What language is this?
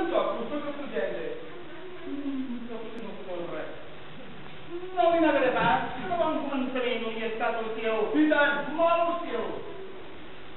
Catalan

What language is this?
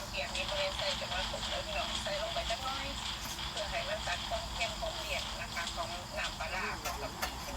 Lao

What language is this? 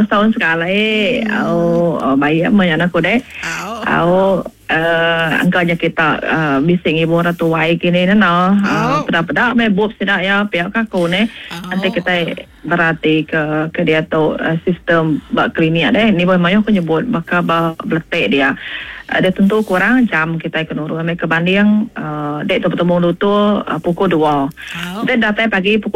Iban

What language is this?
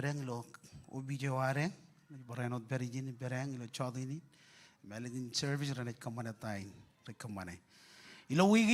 Marshallese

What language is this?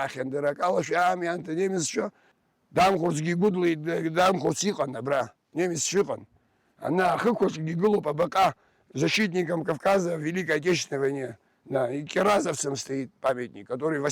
Abkhazian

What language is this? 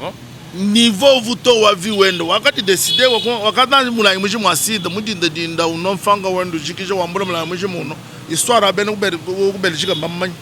Luba-Lulua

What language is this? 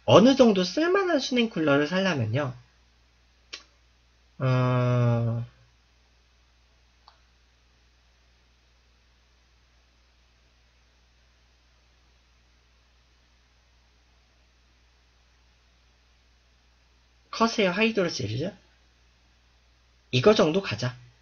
Korean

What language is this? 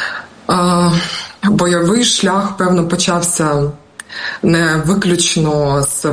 Ukrainian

